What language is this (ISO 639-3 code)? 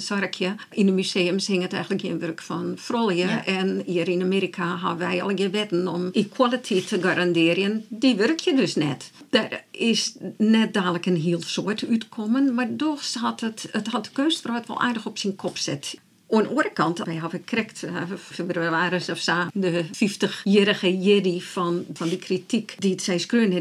fry